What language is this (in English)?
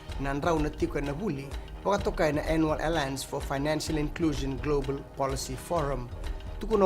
Fijian